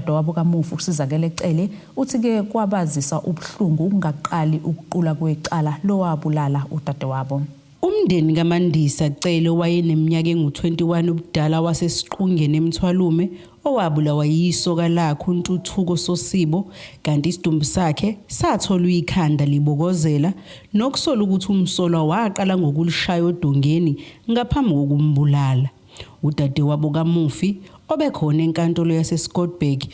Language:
Zulu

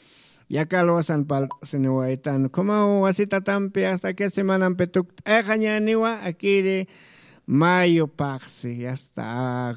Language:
Aymara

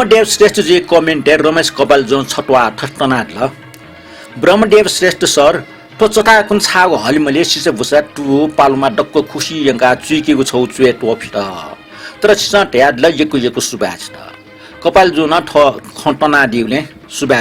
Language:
Newari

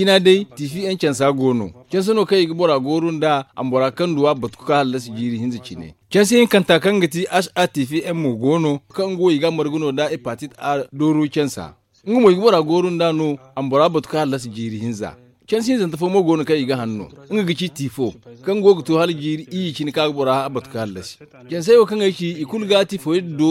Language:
Zarma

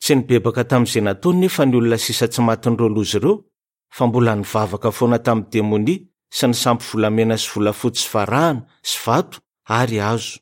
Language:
Malagasy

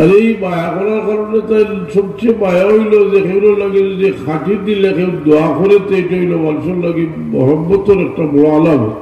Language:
Sylheti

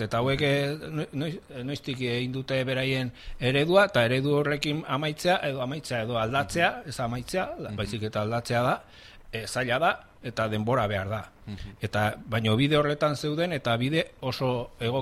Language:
Basque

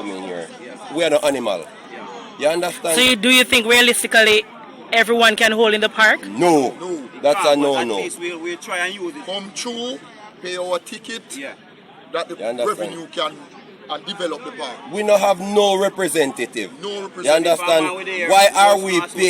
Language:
Jamaican Creole English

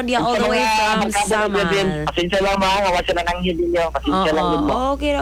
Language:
Cebuano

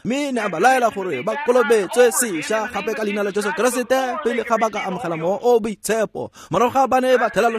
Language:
Tswana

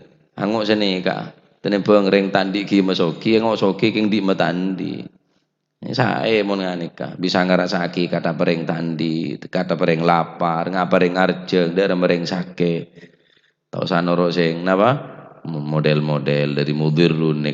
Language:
Madurese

